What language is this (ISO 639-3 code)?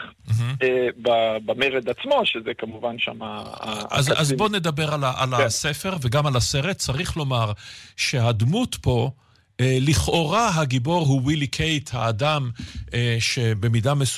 heb